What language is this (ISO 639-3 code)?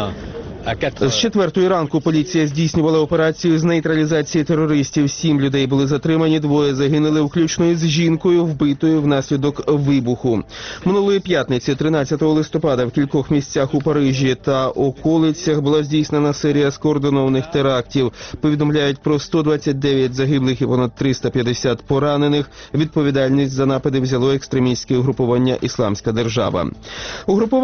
ukr